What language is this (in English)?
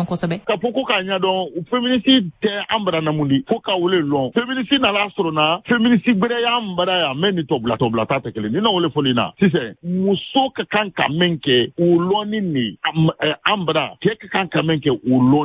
Bambara